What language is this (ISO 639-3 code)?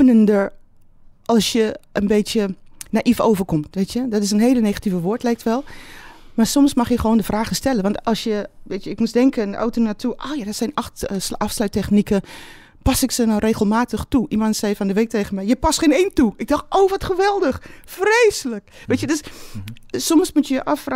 nld